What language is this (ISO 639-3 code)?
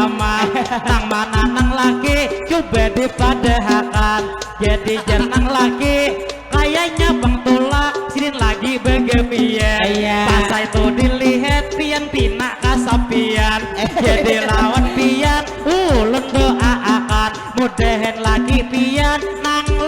bjn